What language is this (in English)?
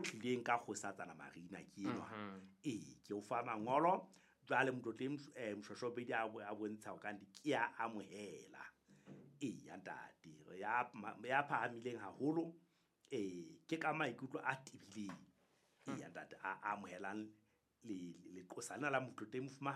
Southern Sotho